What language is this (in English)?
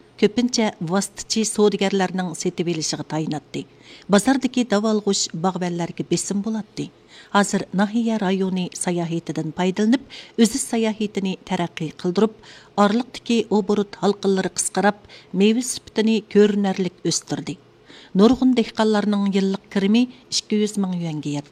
Uyghur